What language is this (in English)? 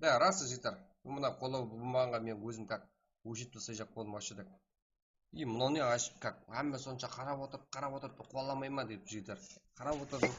Kara-Kalpak